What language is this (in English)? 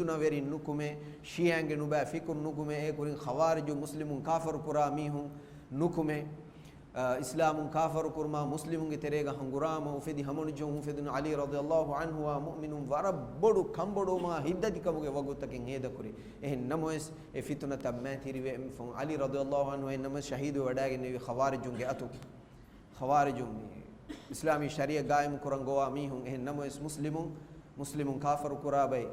Divehi